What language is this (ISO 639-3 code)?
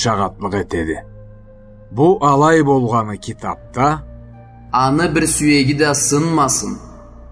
krc